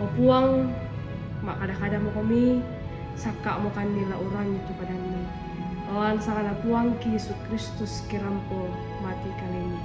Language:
Toraja-Sa'dan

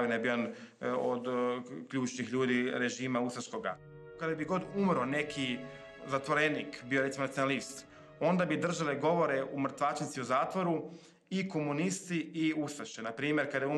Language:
Croatian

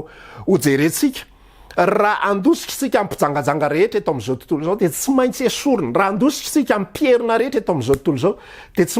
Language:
Malagasy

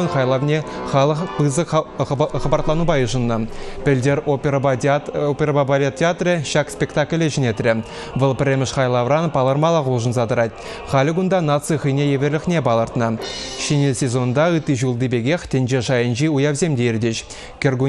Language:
Chuvash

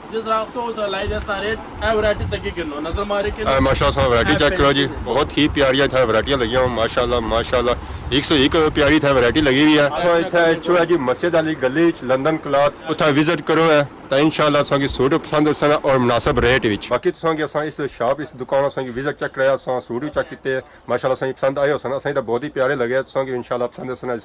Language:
Pahari-Potwari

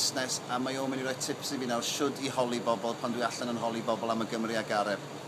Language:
Welsh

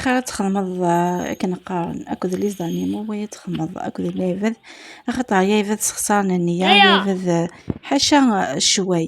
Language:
Kabyle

